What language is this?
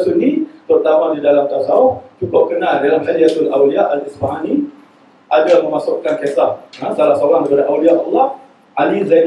Malay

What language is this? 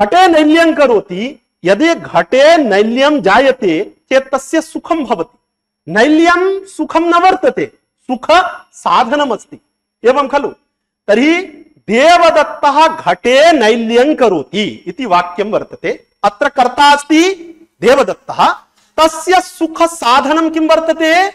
Sanskrit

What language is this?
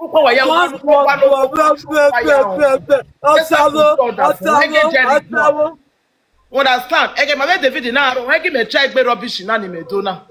Nigerian Pidgin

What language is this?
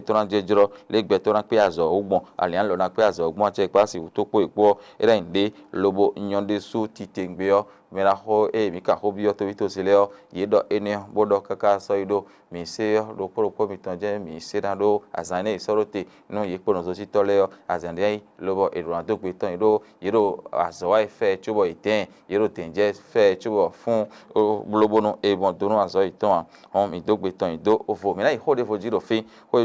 Fon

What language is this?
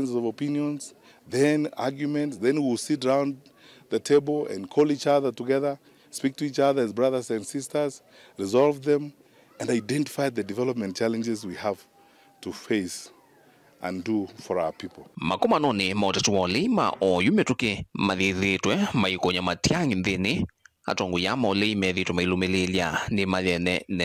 Kamba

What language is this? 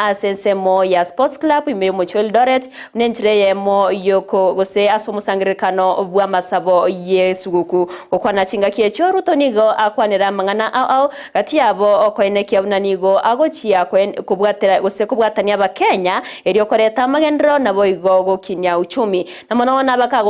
Gusii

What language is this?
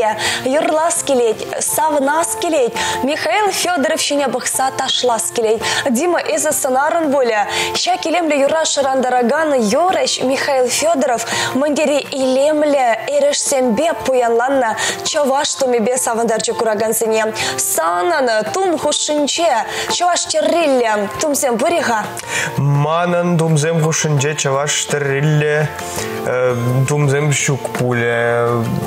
Chuvash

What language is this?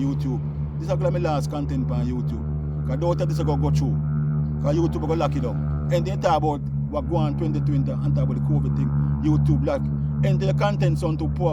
Jamaican Creole English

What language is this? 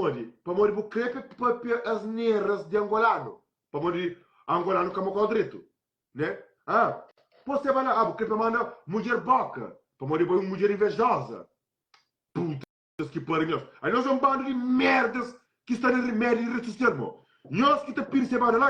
Kabuverdianu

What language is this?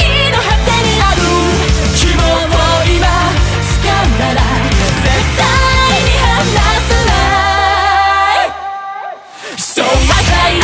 Japanese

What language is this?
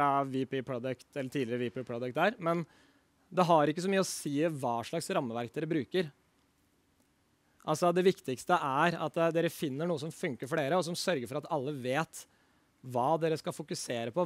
Norwegian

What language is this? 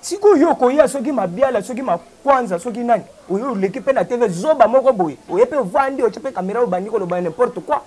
Lingala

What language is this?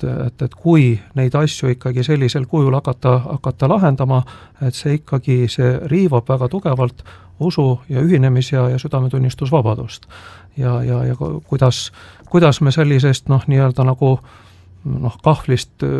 Estonian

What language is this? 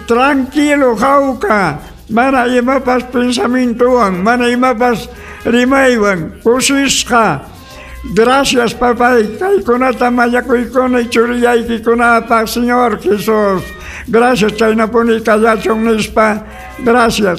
Ayacucho Quechua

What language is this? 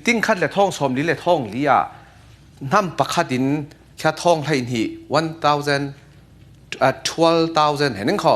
Falam Chin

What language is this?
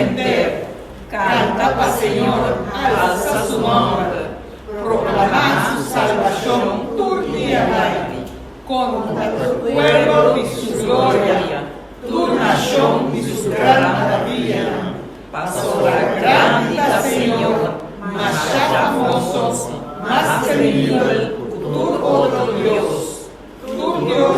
Papiamento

